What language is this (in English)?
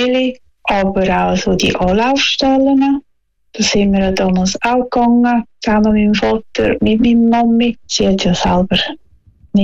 German